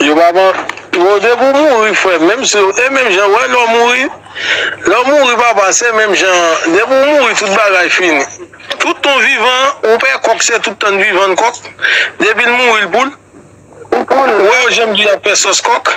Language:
Haitian Creole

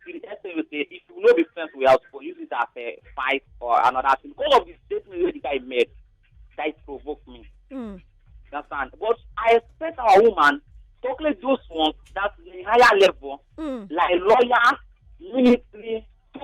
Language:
Nigerian Pidgin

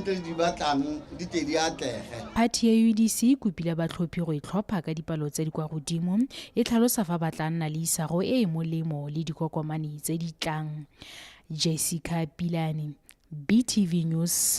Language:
Tswana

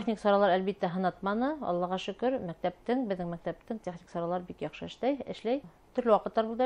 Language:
Bashkir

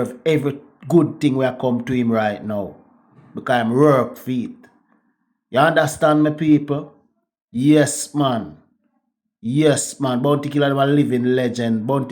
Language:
Jamaican Creole English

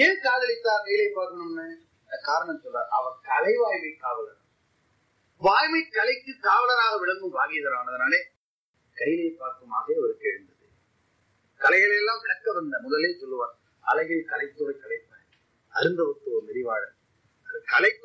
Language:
Tamil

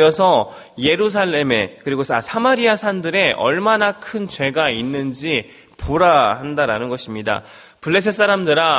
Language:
Korean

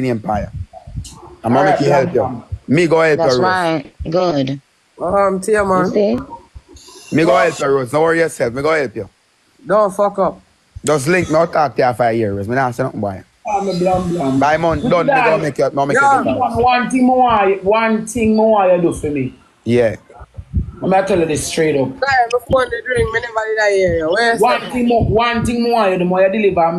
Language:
Jamaican Creole English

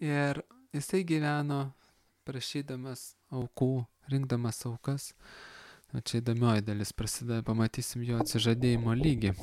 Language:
Lithuanian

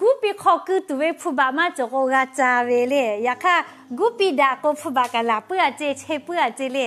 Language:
Lahu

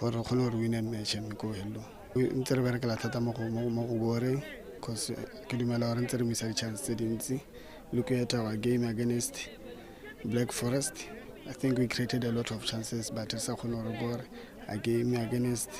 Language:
Tswana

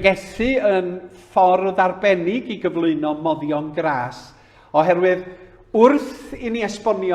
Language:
Welsh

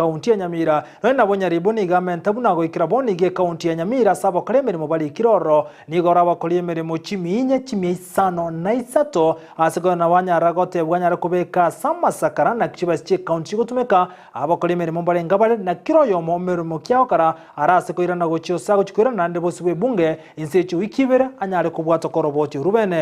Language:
Gusii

